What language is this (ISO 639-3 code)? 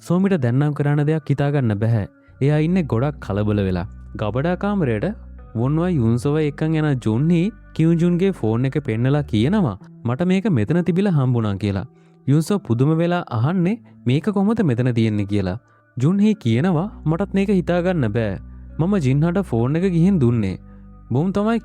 sin